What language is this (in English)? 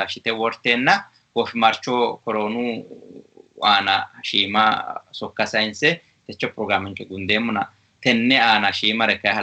Sidamo